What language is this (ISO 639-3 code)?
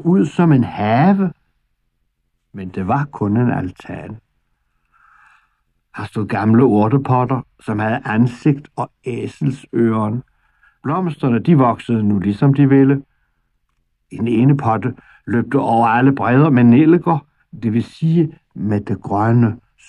dan